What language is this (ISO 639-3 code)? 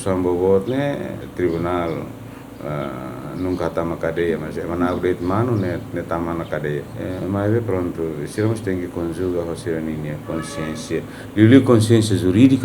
tet